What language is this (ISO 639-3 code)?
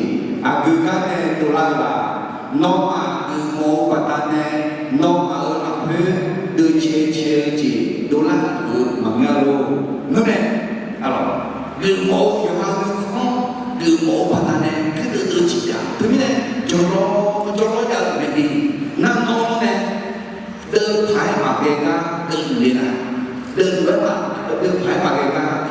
ahk